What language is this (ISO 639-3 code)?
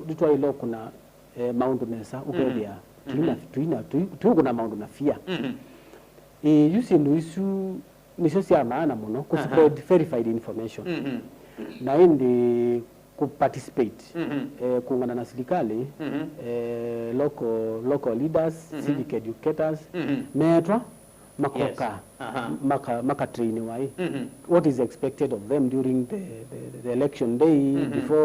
kam